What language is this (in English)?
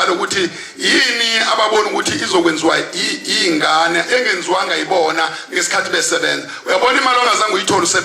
Zulu